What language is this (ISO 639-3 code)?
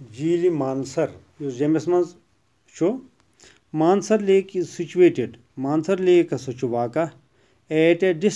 kas